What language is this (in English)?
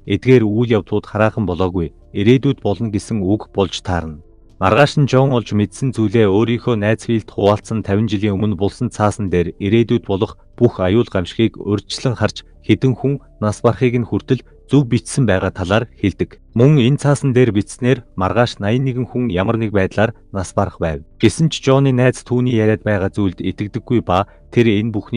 Mongolian